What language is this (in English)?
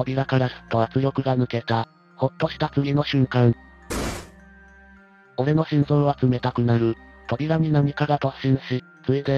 Japanese